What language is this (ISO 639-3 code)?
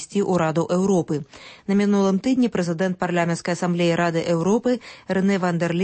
bel